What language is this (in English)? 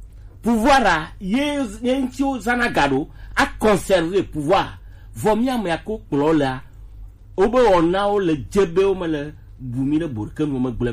Gen